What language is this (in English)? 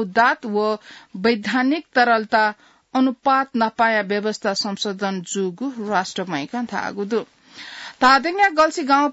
Newari